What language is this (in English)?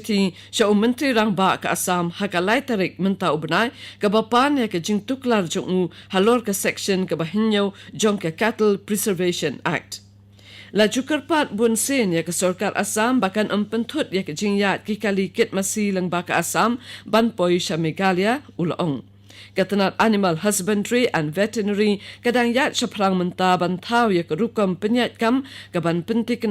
Khasi